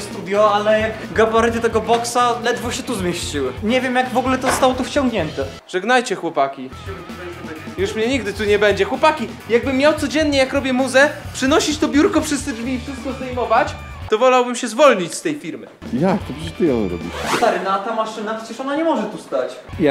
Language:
Polish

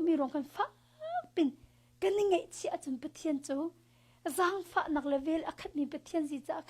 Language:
Hakha Chin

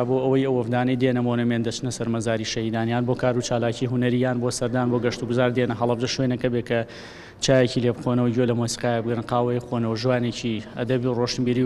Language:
Central Kurdish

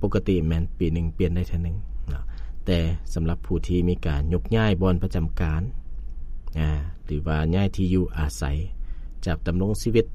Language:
Lao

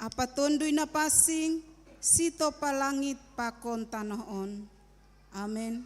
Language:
Batak Simalungun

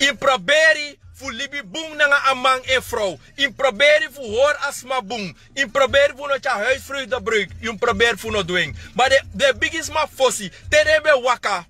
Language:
Sranan Tongo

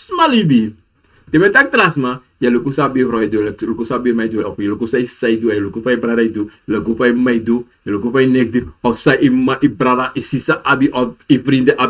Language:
Sranan Tongo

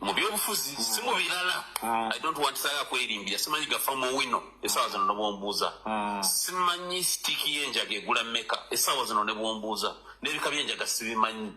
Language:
Ganda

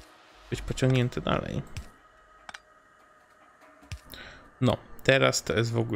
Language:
Polish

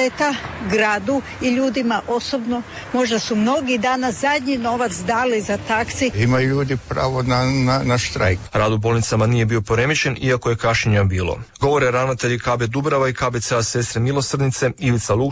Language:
Croatian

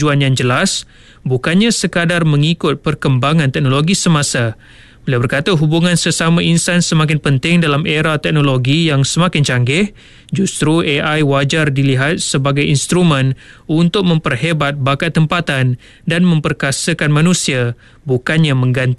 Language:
Malay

